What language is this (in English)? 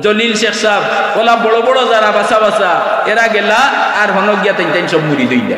Sylheti